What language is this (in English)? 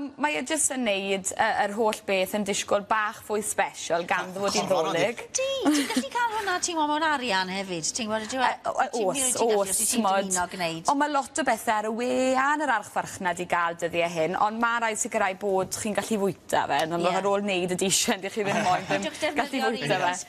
Welsh